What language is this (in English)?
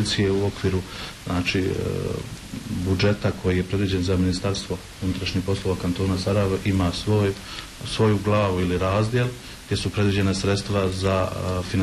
Bosnian